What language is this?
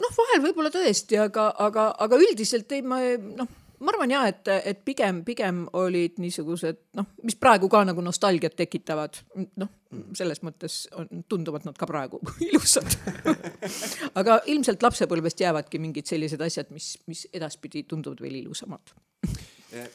Estonian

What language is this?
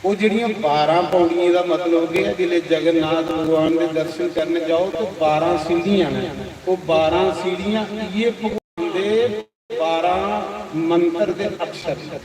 Dogri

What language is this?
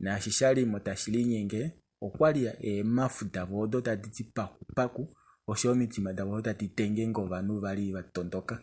Kuanyama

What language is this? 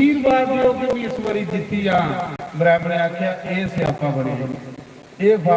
Dogri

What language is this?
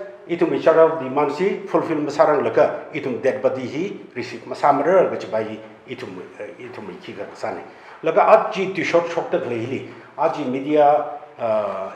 Tangkhul Naga (India)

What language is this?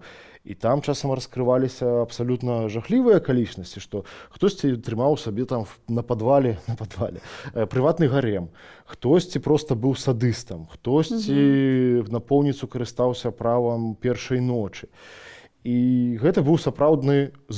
Belarusian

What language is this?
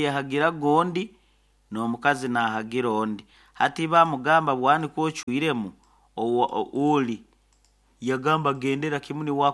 Nyoro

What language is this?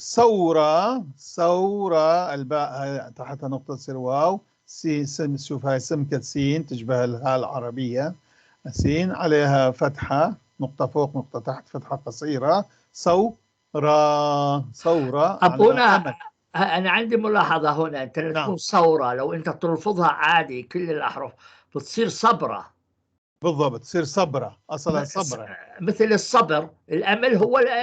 North Levantine Arabic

